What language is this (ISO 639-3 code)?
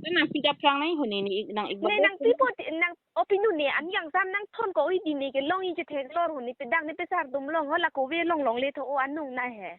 mjw